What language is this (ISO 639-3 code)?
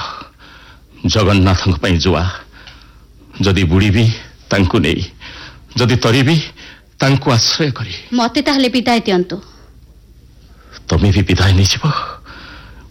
ori